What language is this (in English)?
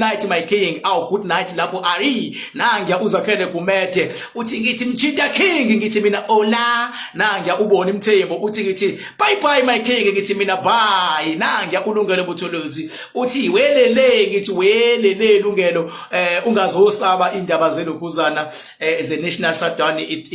Zulu